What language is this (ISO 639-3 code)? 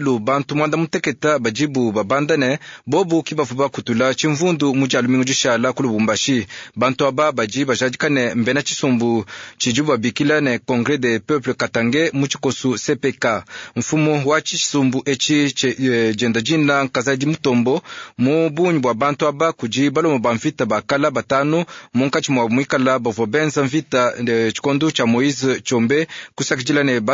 lua